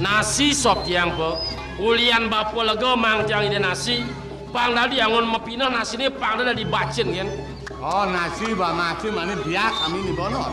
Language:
Balinese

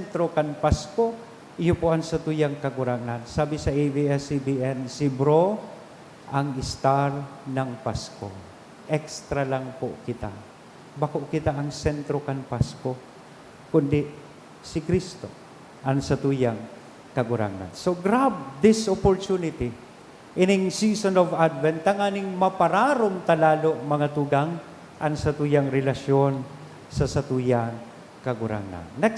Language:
Bikol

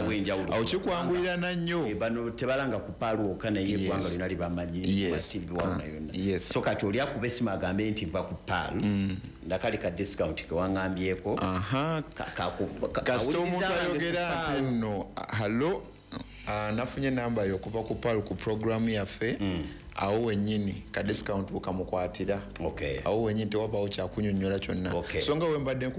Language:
Ganda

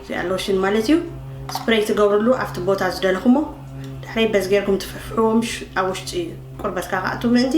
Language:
Tigrinya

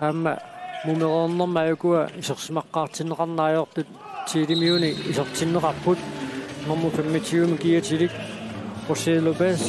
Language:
Kalaallisut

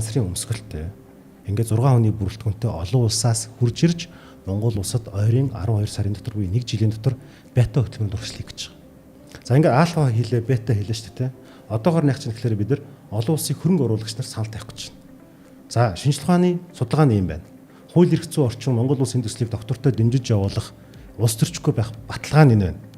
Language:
Mongolian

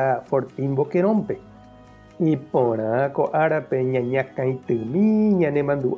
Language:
Guarani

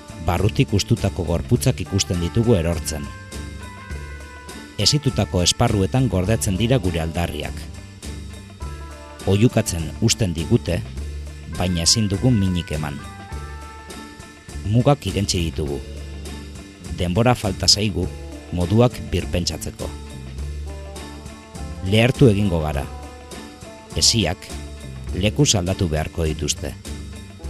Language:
Basque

